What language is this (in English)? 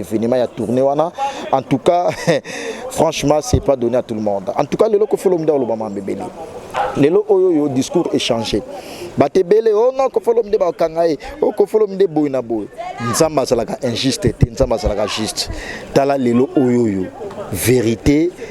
Lingala